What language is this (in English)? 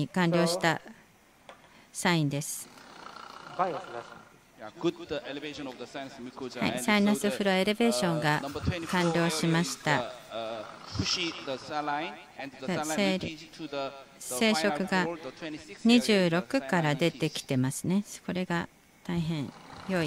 Japanese